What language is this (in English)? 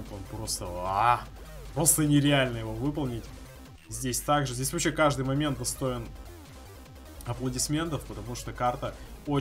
Russian